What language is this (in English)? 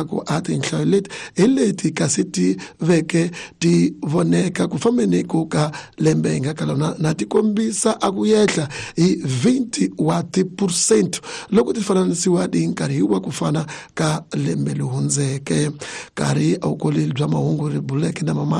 Tsonga